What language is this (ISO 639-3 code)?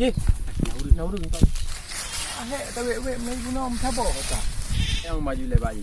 ace